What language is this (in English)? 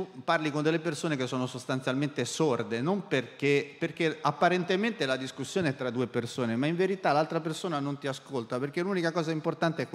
Italian